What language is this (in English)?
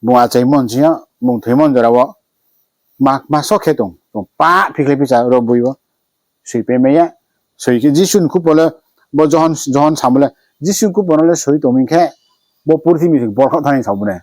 Riang (India)